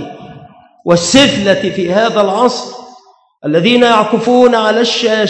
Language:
Arabic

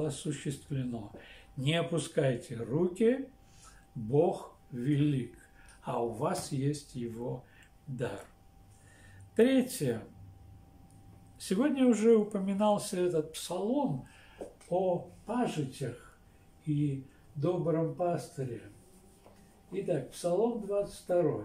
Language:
Russian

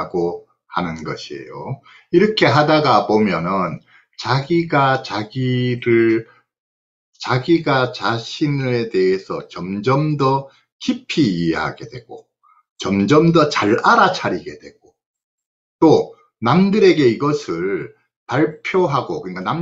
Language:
Korean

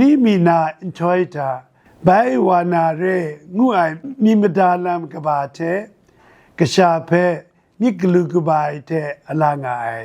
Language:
Kachin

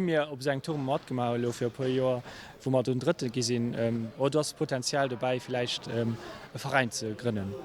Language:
Luxembourgish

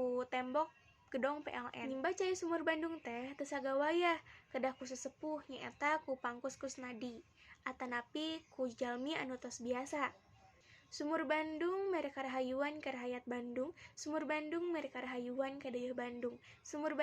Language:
Sundanese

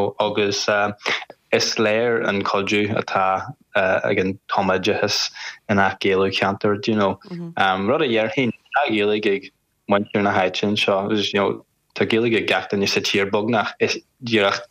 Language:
Irish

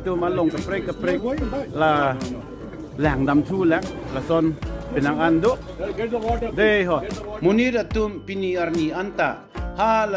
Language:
Karbi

